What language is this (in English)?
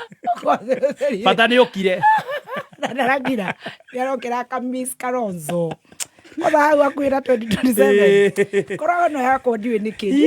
Kikuyu